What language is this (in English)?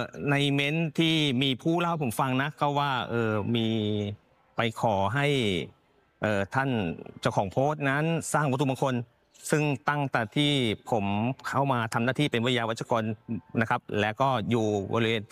Thai